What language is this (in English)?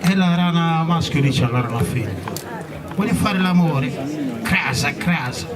Sardinian